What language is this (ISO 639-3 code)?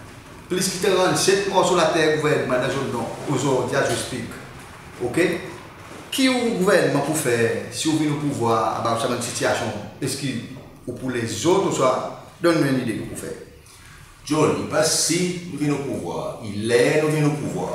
crs